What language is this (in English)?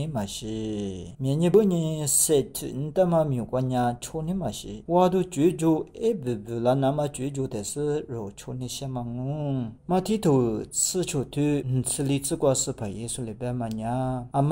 Lisu